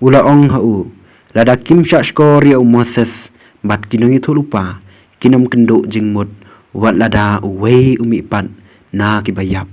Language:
Khasi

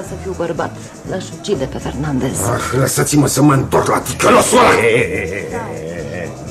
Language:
Romanian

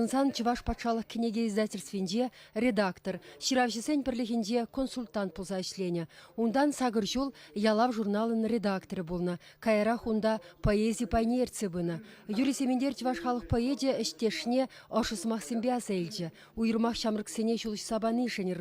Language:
Chuvash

